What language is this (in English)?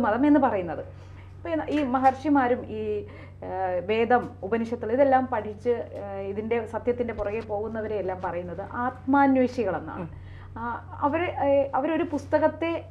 Malayalam